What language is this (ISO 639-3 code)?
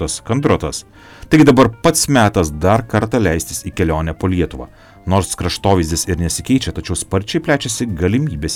lit